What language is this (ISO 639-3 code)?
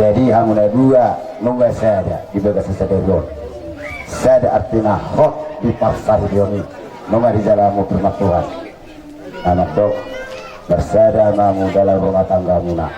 bbc